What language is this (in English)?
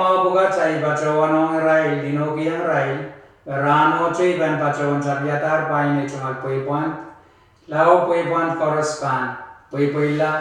Pohnpeian